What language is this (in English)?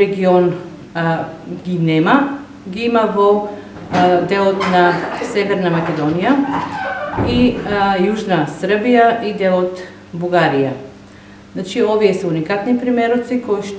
Macedonian